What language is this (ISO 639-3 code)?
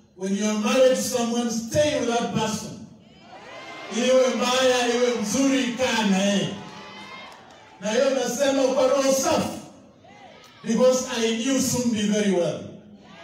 swa